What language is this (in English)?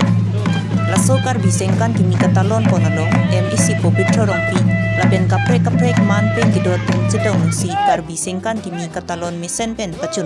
Karbi